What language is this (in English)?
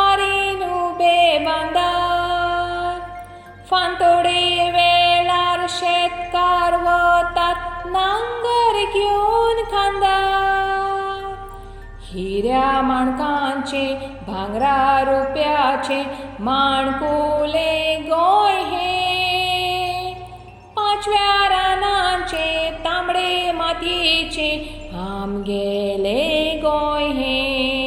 Konkani